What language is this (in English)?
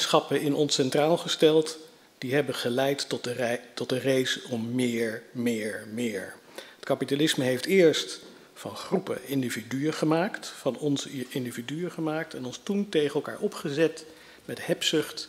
Dutch